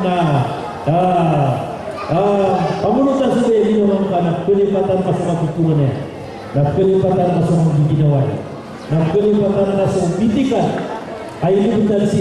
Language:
Maranao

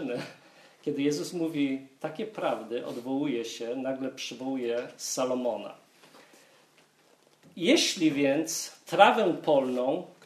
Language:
Polish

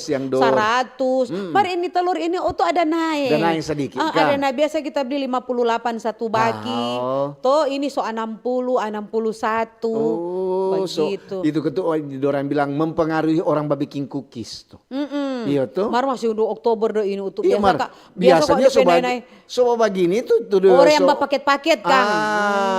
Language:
Manado Malay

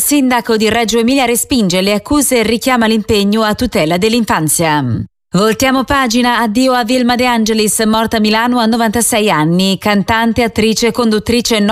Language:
Italian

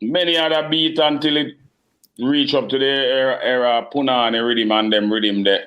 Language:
Jamaican Creole English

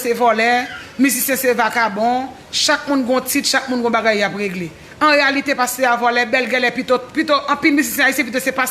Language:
Haitian Creole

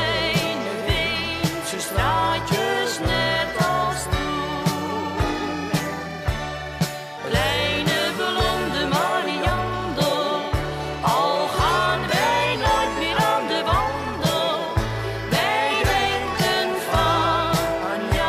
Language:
Dutch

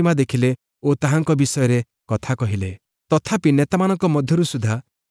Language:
Odia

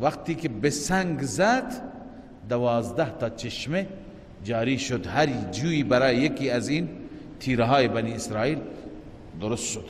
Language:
Persian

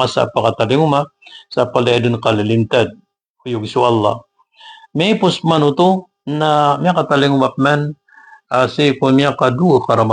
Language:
Maranao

